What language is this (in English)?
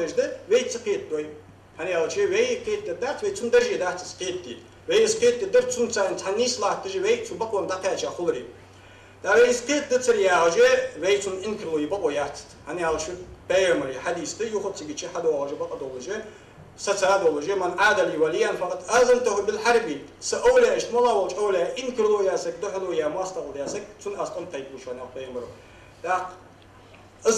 Ingush